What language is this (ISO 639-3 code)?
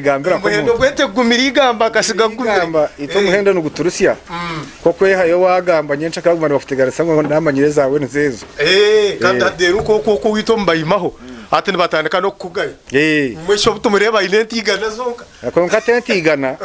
nyn